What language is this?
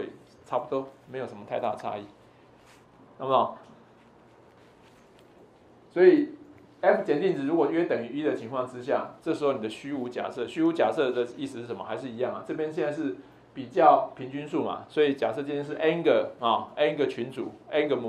Chinese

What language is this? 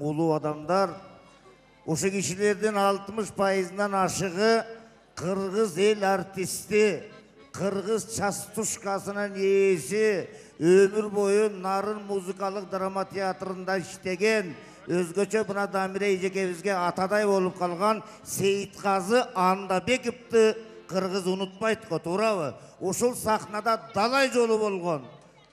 Kyrgyz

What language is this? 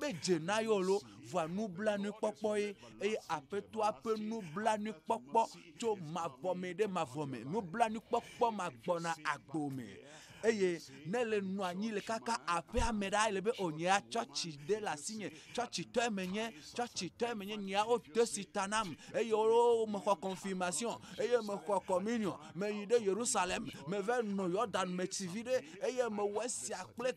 Ewe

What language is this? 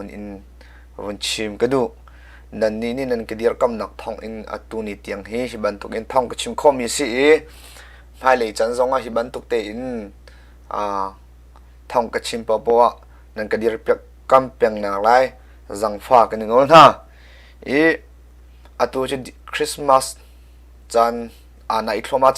Hakha Chin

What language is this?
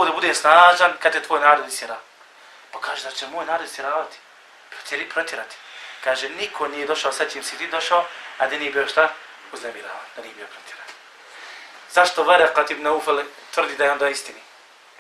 Bosnian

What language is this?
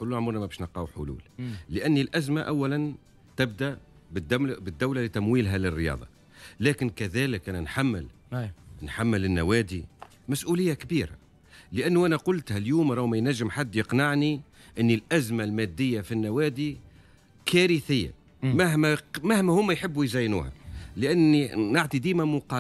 Tunisian Arabic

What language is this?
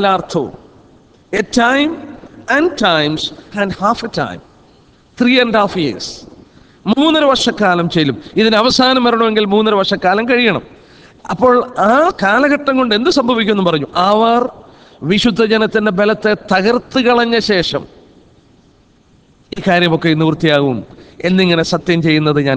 Malayalam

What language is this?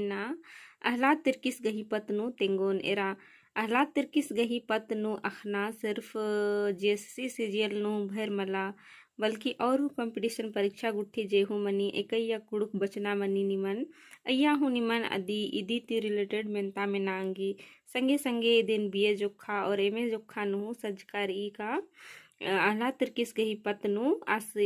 Kurukh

